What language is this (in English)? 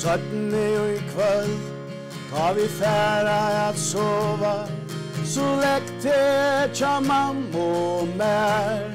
Faroese